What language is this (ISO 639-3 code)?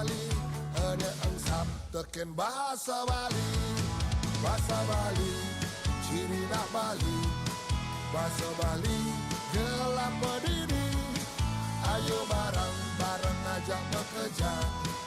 ban